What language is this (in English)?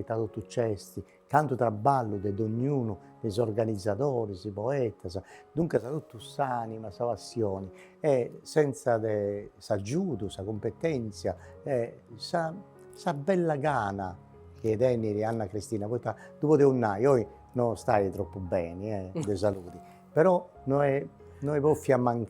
Sardinian